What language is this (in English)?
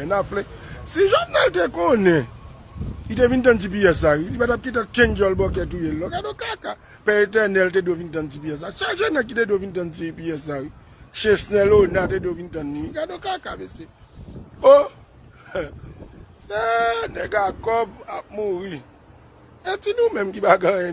Haitian Creole